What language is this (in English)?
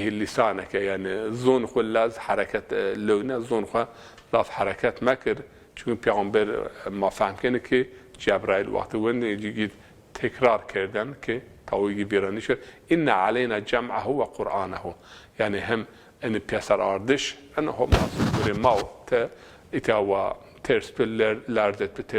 Zaza